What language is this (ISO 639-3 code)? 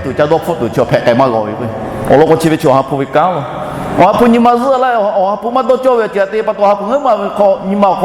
lhu